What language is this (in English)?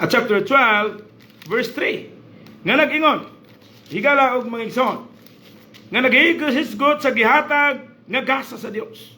Cebuano